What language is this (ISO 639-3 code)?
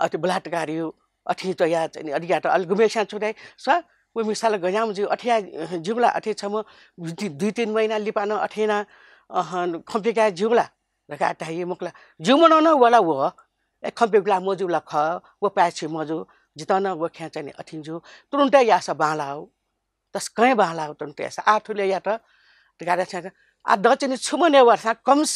new